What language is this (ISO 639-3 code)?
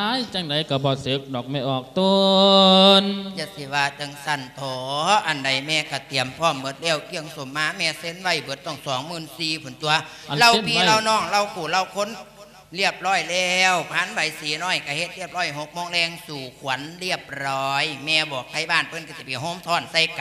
lao